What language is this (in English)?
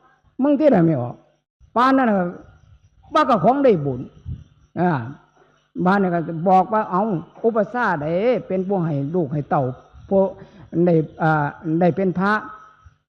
Northeastern Thai